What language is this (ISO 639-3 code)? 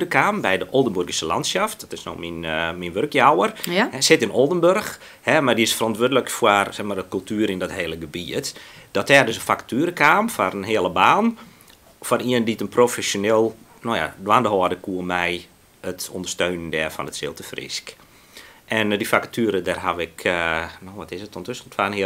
fry